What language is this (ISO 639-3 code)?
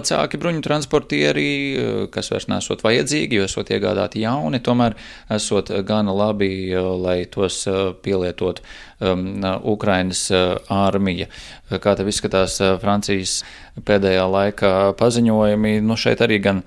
lav